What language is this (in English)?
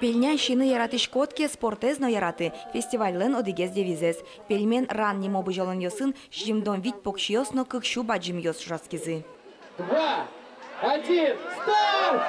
Udmurt